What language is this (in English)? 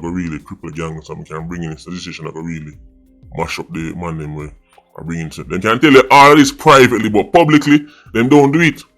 Jamaican Creole English